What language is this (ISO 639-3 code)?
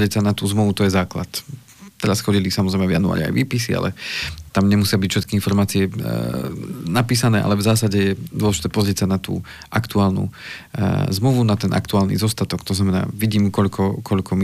slk